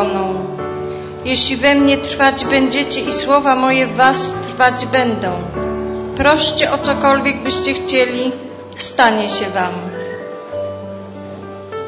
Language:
Polish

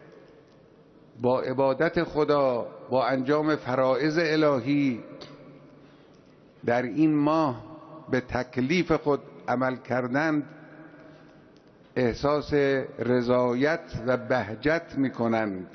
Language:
Persian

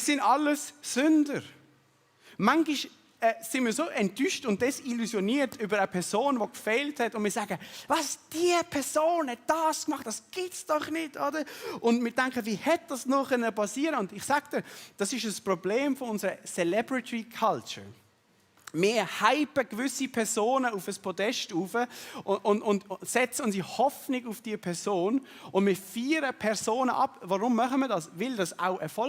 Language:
Swiss German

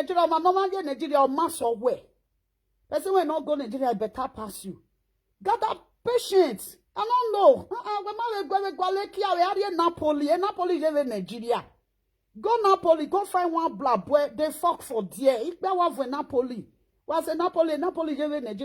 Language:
Nigerian Pidgin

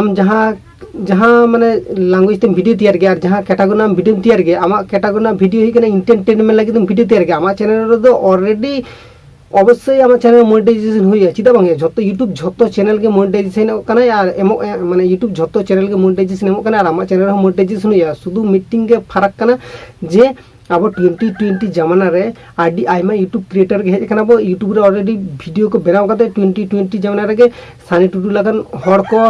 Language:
Santali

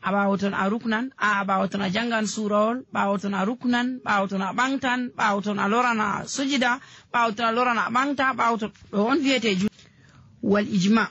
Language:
Nigerian Fulfulde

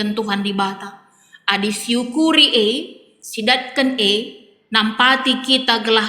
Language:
Batak Karo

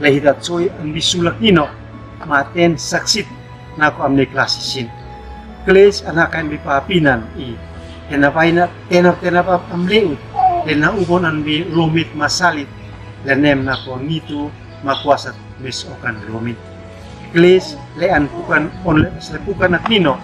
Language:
Uab Meto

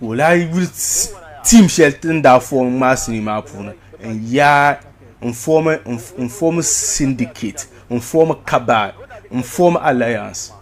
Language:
Dagbani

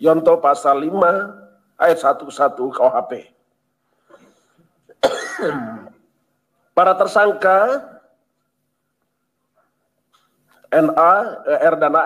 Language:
Indonesian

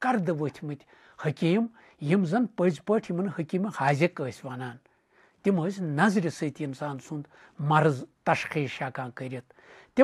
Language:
Kashmiri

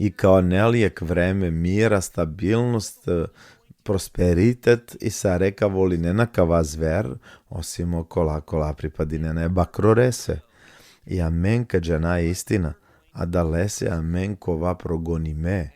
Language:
Balkan Romani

